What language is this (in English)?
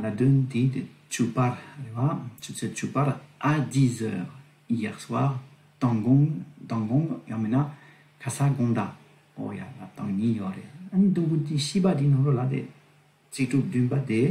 Tibetan